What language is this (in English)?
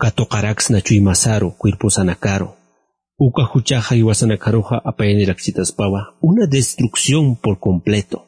Aymara